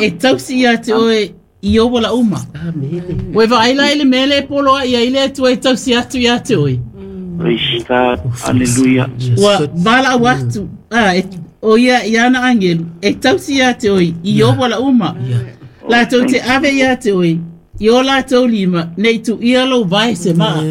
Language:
Samoan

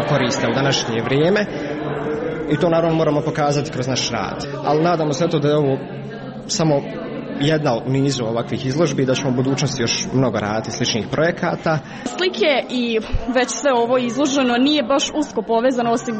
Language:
Croatian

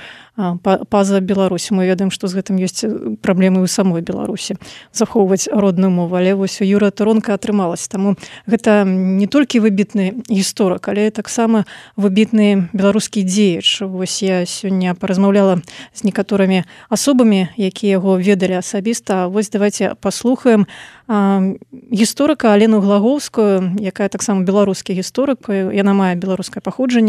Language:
Belarusian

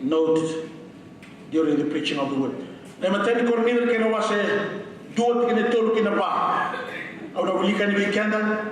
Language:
Fijian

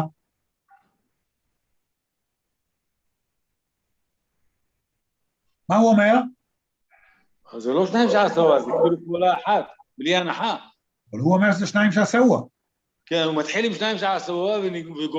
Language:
Hebrew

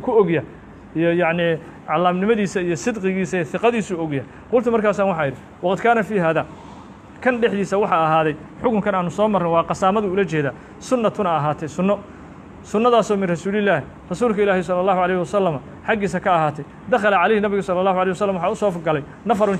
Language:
Somali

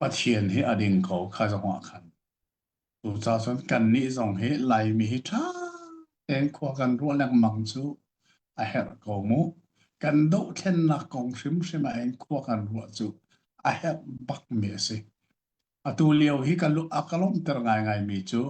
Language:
Hakha Chin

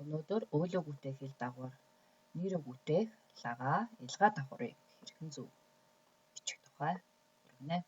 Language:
Mongolian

